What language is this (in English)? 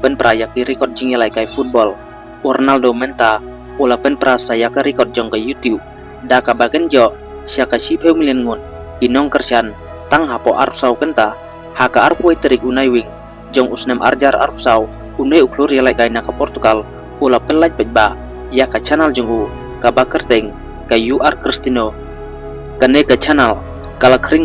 Khasi